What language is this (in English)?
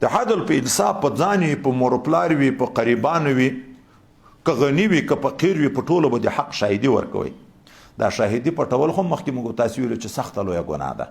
Pashto